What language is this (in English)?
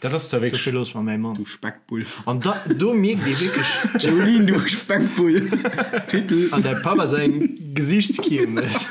Luxembourgish